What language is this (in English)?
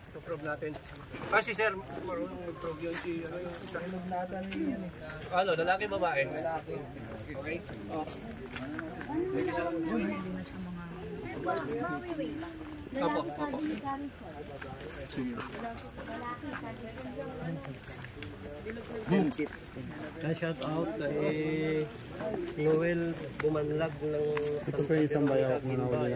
Filipino